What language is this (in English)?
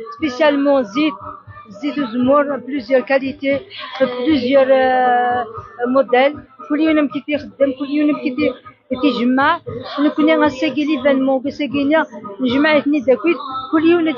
Kabyle